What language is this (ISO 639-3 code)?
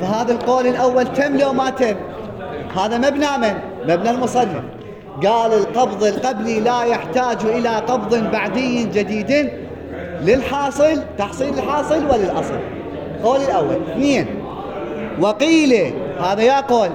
acm